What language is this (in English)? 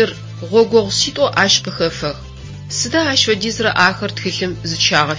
Adyghe